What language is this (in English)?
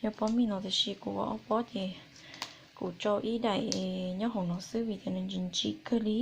Hmong